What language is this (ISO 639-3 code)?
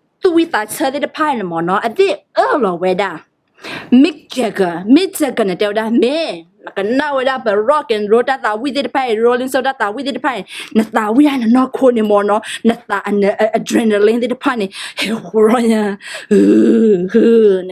ksw